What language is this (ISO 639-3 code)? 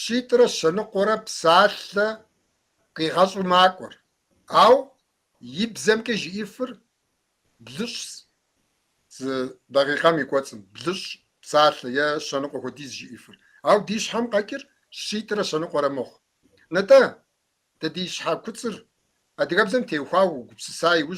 kbd